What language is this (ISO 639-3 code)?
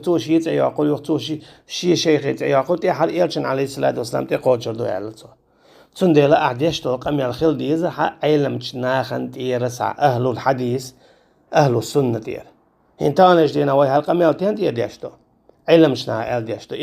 che